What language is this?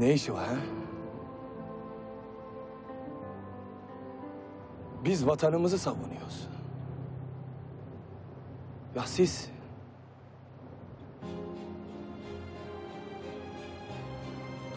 Turkish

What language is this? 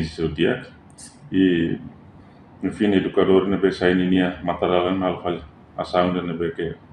Tetum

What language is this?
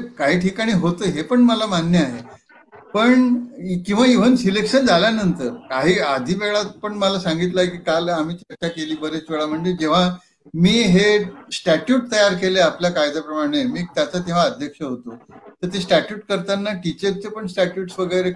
Marathi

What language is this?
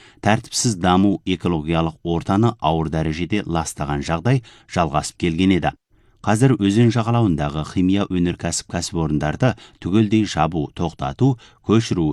Kazakh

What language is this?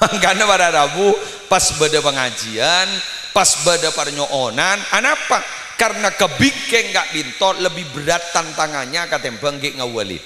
Madurese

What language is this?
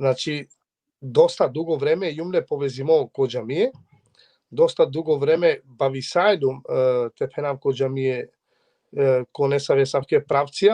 Balkan Romani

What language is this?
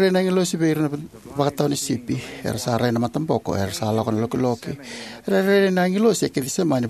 Fijian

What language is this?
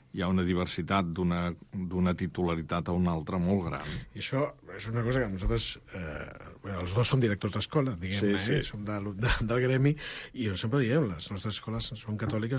Catalan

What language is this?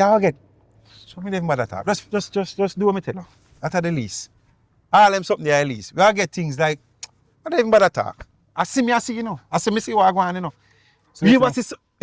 Jamaican Creole English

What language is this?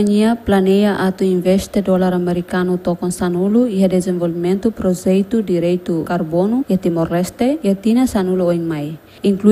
Tetum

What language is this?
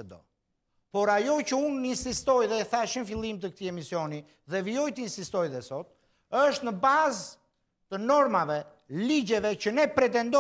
Albanian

